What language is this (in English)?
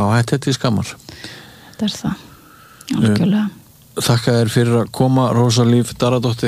Icelandic